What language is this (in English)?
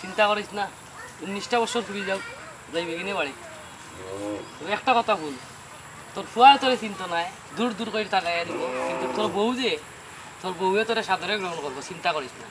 Sylheti